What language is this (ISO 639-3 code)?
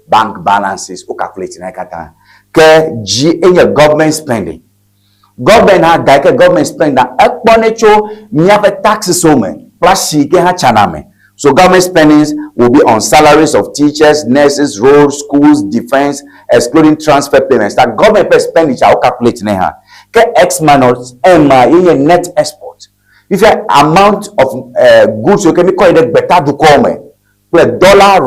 ewe